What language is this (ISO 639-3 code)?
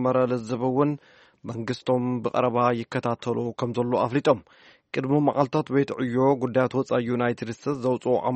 tir